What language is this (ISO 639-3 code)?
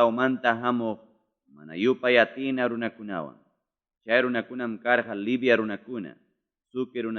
quy